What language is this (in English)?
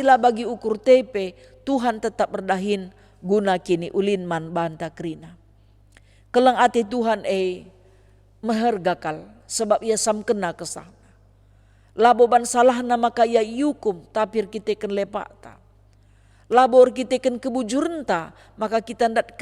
Batak Karo